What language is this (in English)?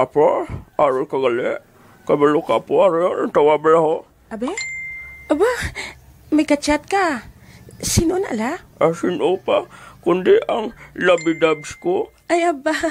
Hiligaynon